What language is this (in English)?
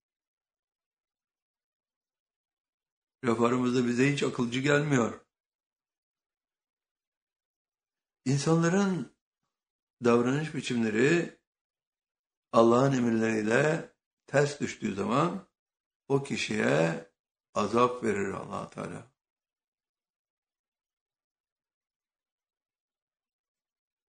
Turkish